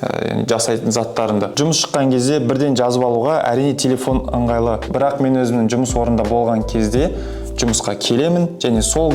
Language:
Kazakh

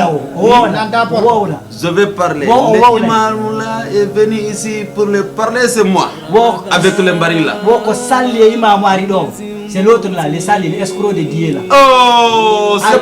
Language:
Fula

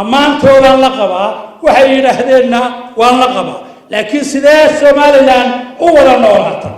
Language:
Somali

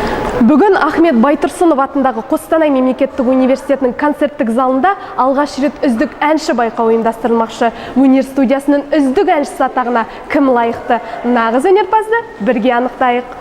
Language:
Kazakh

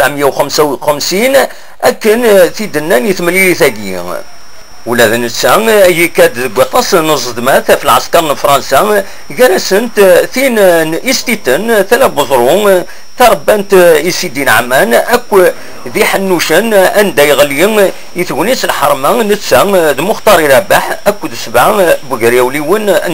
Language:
Kabyle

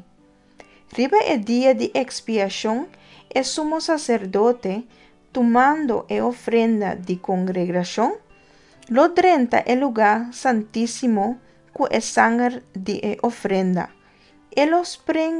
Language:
Papiamento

